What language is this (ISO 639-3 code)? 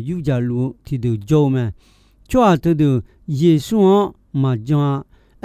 ahk